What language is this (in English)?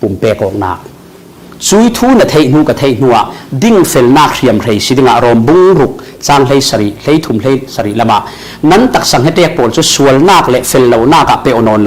Falam Chin